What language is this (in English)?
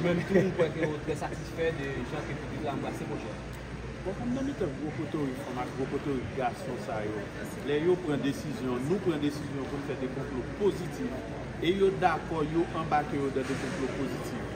Haitian Creole